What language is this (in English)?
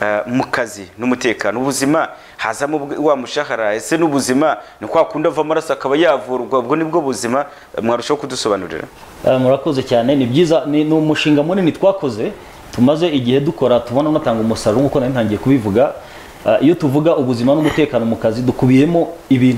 Kinyarwanda